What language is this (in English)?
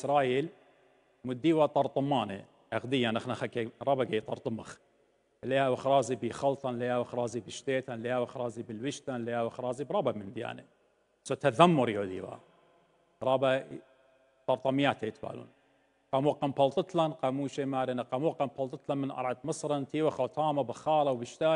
Assyrian Neo-Aramaic